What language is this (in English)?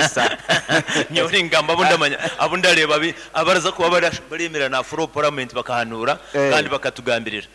Nyankole